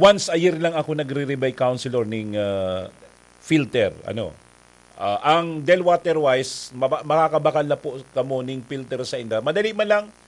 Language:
Bikol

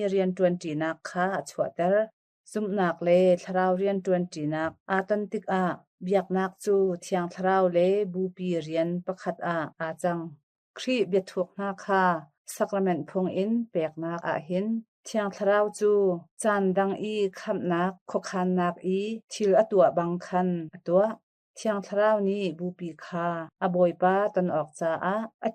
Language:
Hakha Chin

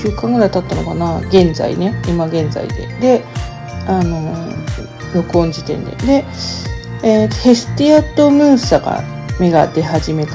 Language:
Japanese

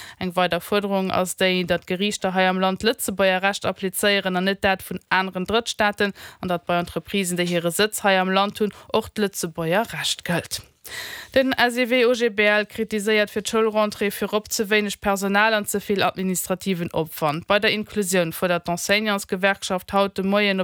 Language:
Luxembourgish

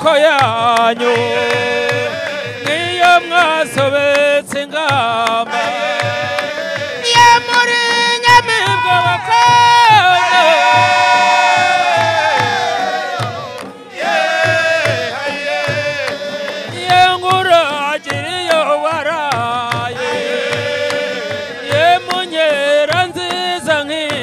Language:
Kinyarwanda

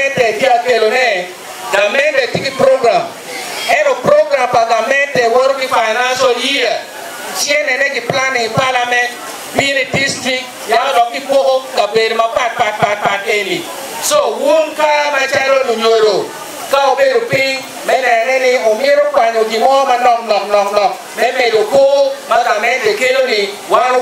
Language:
Acoli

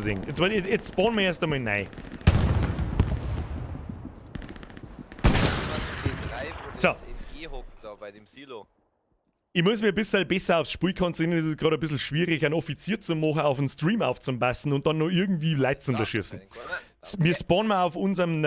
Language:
Bavarian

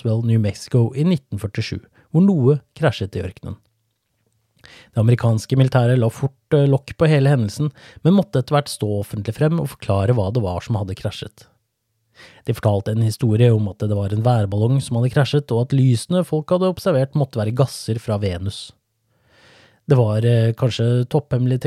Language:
Norwegian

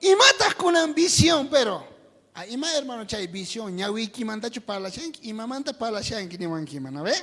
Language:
South Bolivian Quechua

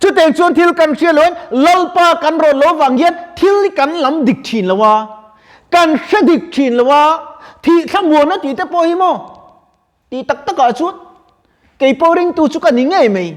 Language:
Mizo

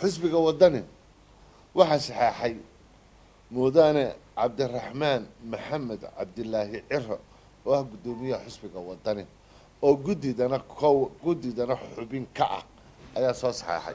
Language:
Somali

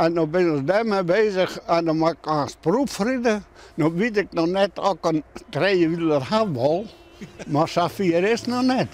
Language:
Western Frisian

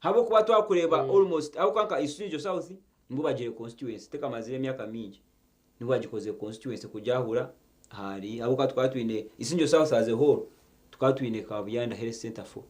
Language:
Nyankole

